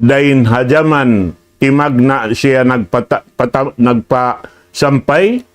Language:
Tausug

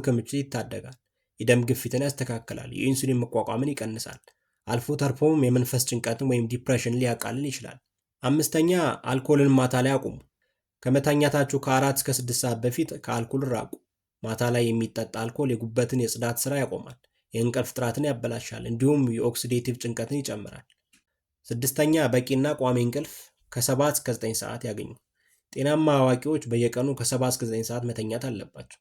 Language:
Amharic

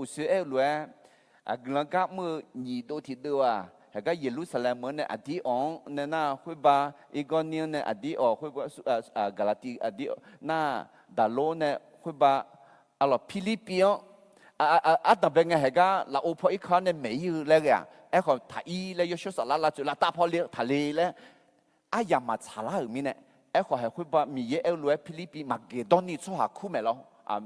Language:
Akha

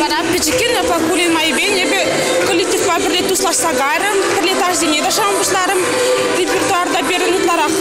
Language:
Chuvash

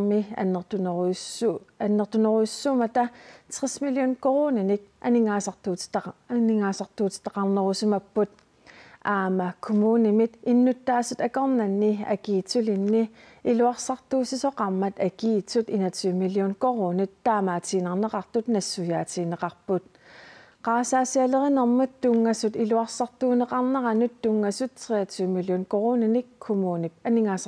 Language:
Kalaallisut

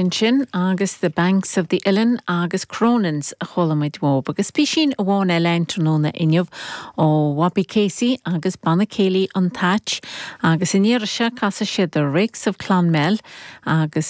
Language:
Irish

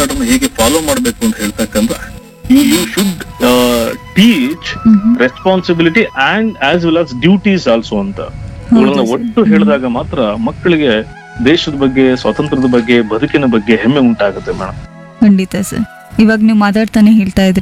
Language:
Kannada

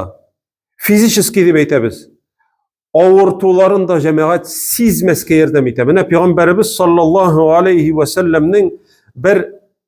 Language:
Tatar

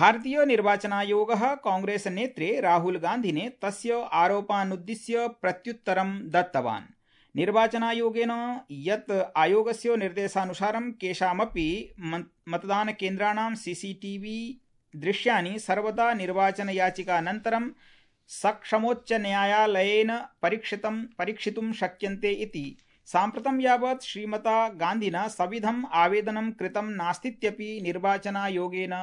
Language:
Sanskrit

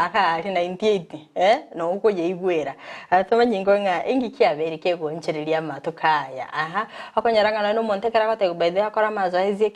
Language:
Gusii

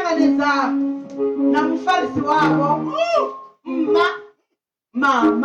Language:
Venda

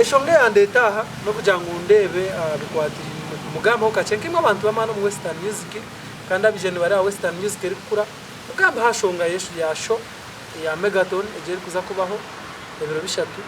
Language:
Nyankole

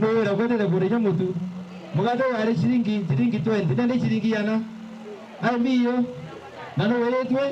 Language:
Meru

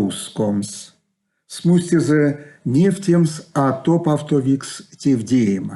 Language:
Erzya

